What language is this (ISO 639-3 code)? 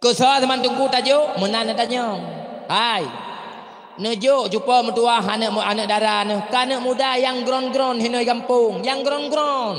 ace